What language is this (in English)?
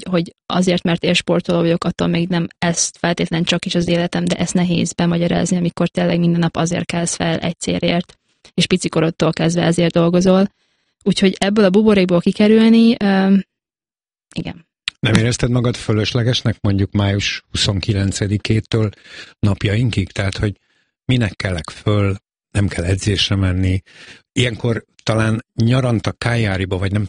Hungarian